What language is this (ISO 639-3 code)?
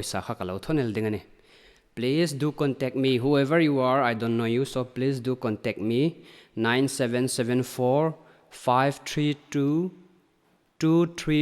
hmr